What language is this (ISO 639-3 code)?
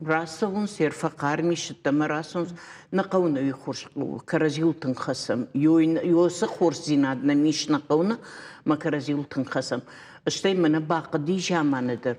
oss